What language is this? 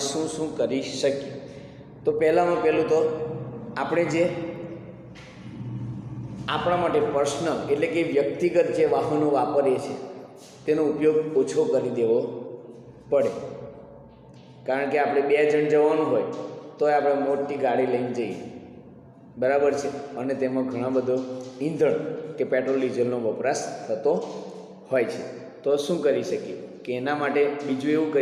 Gujarati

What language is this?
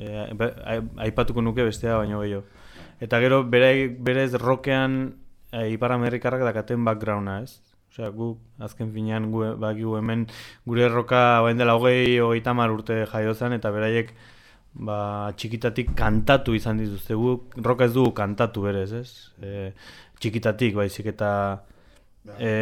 Basque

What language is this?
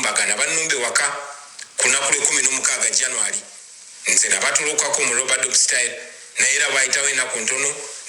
Ganda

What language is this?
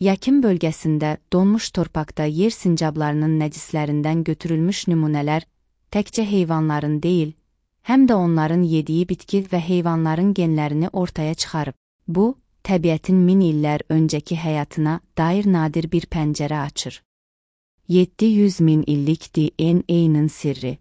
Azerbaijani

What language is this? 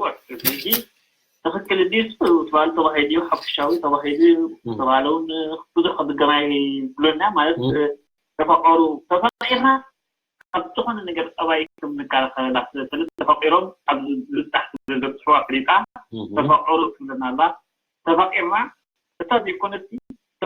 Tigrinya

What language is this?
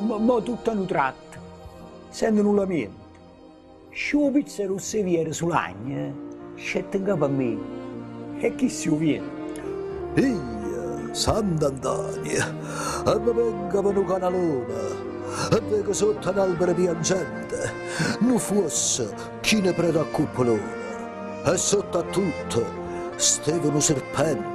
Neapolitan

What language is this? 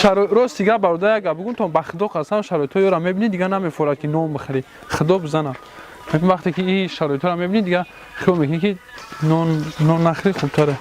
Tajik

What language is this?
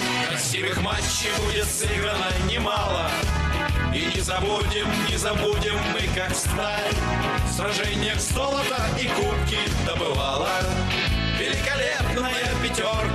Russian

